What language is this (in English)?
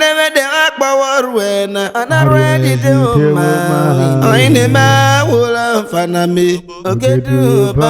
Urhobo